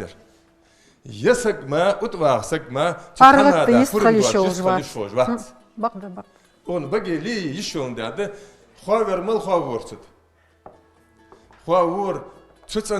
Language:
Ingush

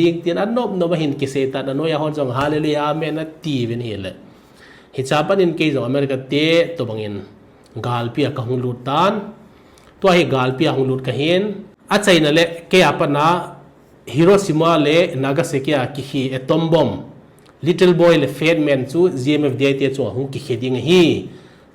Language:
Thado Chin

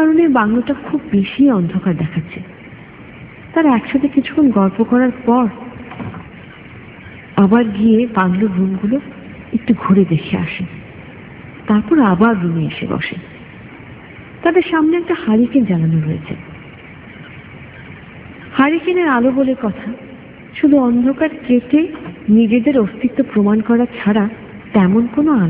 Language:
Bangla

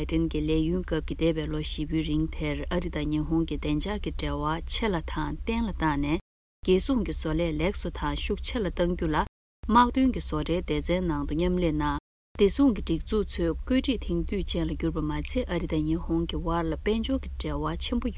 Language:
Tibetan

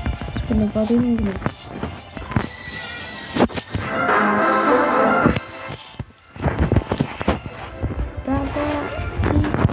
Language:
Russian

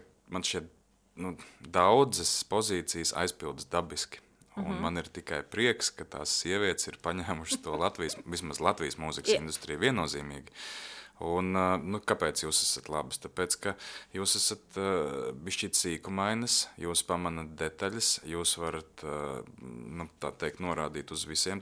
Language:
Latvian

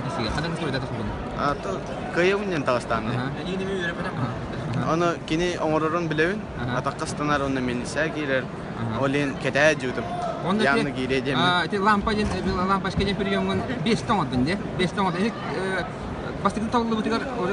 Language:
Yakut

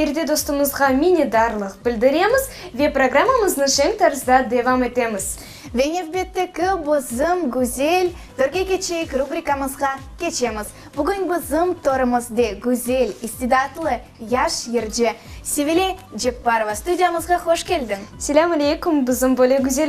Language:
Crimean Tatar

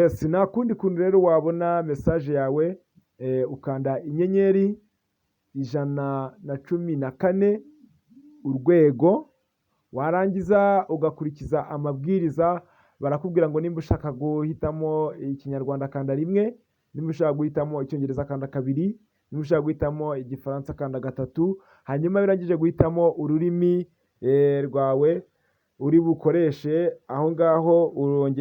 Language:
Kinyarwanda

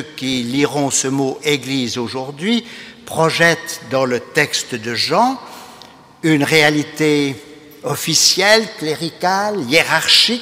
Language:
French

